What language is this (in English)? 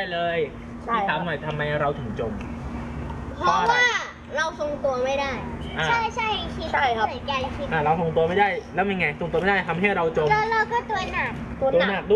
Thai